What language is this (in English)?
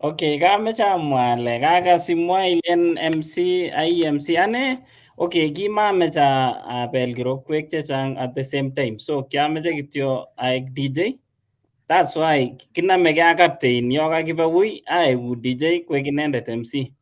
Kalenjin